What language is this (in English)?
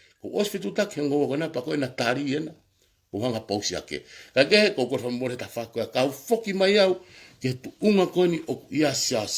Tongan